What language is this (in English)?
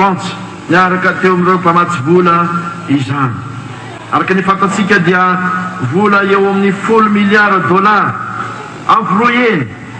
Malagasy